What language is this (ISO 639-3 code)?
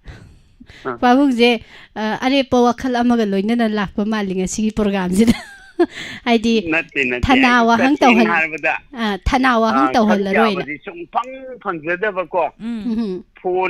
mni